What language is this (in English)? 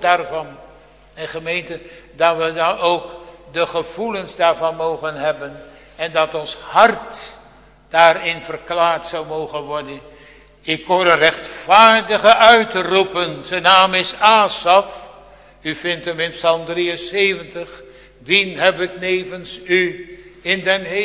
Dutch